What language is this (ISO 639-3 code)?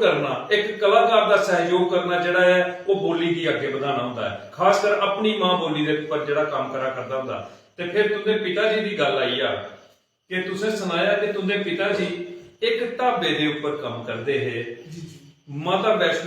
doi